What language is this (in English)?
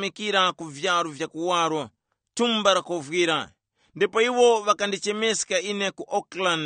Tumbuka